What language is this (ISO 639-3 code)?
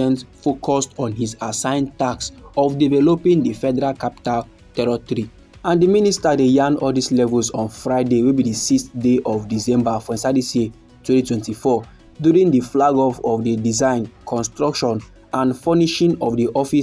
pcm